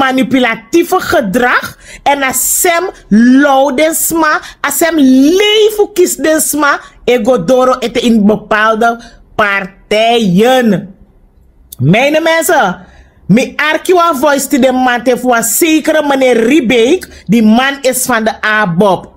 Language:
Sranan Tongo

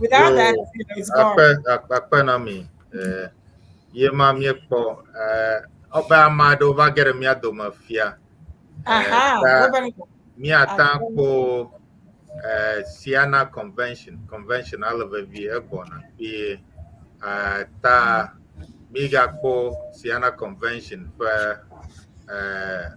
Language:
Ewe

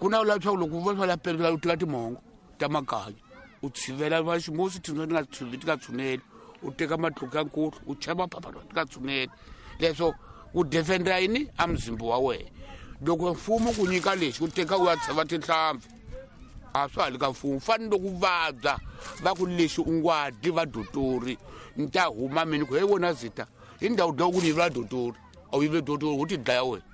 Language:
Tsonga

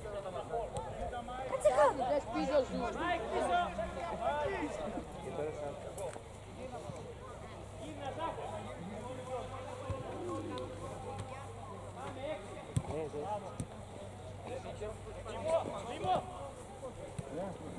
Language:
Greek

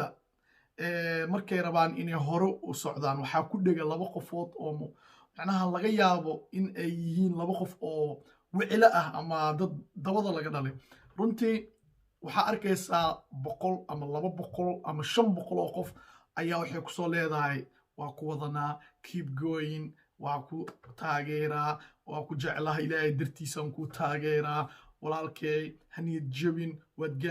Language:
Somali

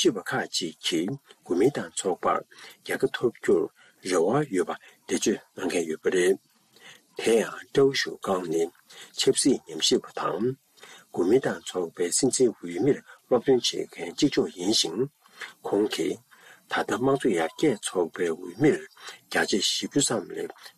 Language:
Tibetan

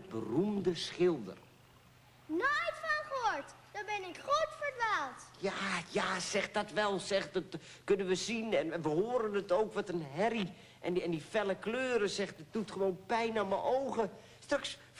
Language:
Dutch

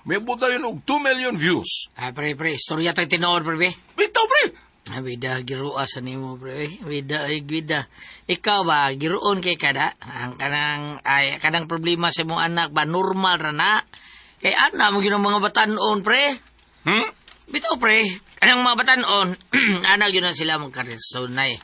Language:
Cebuano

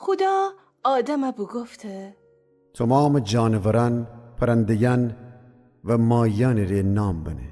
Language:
Gilaki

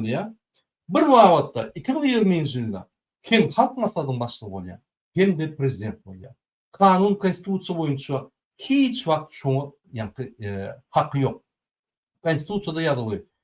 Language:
Turkmen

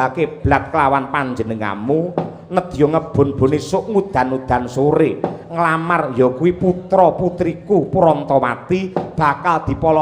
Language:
Javanese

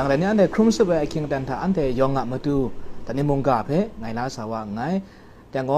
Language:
Kachin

